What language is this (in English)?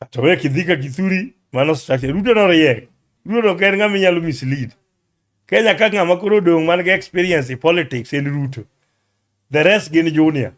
Luo (Kenya and Tanzania)